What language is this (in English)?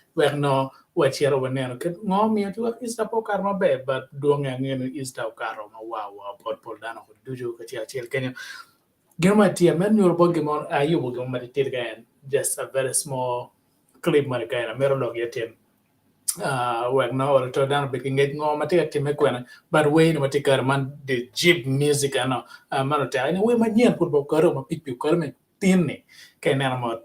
Acoli